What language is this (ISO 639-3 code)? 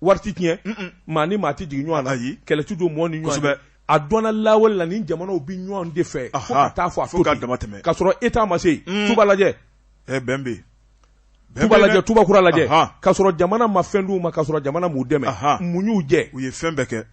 bam